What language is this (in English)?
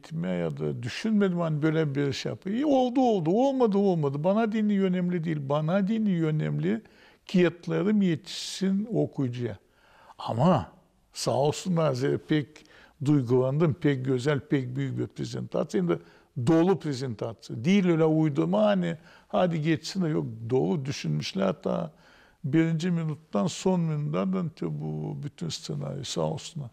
Gagauz